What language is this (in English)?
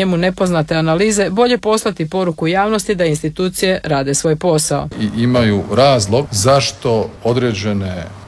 Croatian